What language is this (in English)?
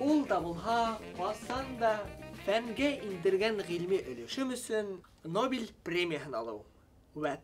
Bashkir